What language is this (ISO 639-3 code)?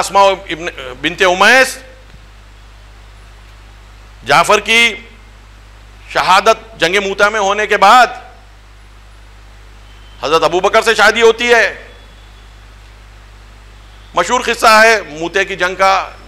urd